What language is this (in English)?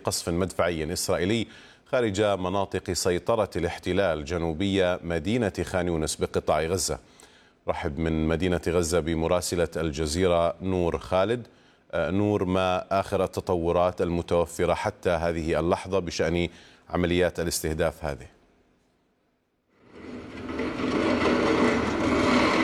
Arabic